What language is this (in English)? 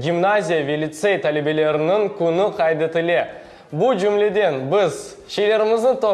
Crimean Tatar